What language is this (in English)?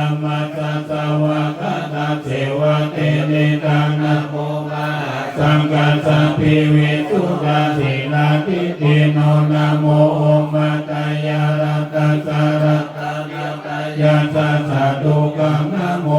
Pali